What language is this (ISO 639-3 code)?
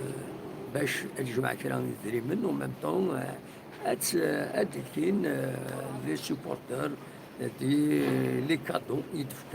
kab